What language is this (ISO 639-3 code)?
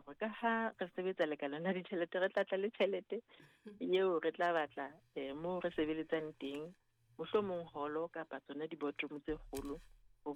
sot